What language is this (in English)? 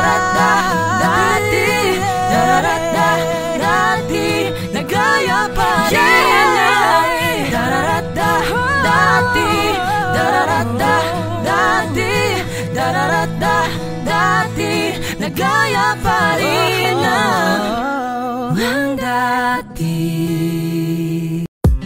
Filipino